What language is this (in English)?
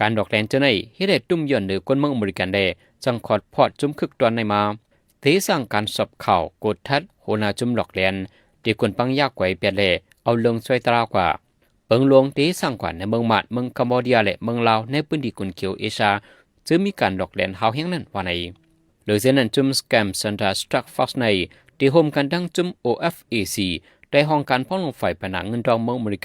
Shan